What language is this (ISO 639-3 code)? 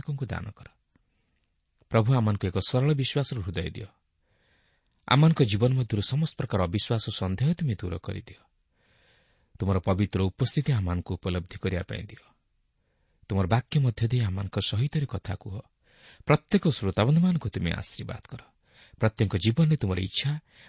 ori